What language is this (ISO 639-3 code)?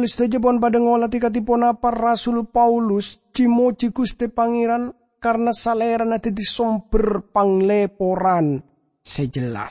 mad